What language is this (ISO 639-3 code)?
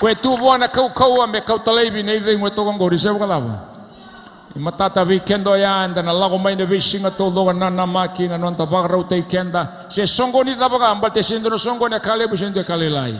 fij